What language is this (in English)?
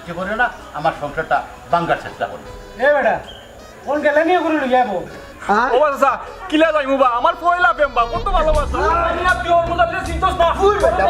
Sylheti